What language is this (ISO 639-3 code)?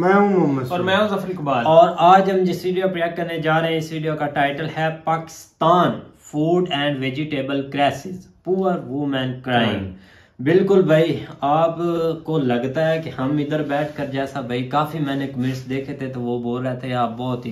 hin